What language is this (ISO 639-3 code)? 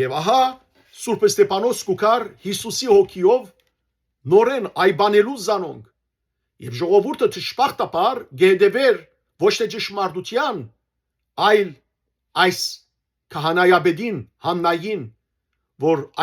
hyw